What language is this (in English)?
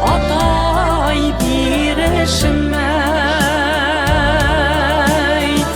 Bashkir